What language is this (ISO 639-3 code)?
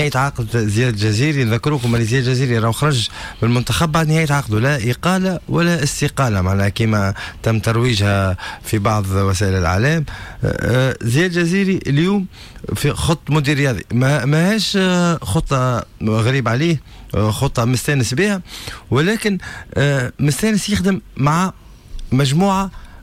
aeb